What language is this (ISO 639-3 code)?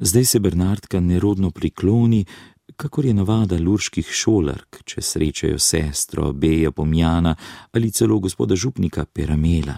slv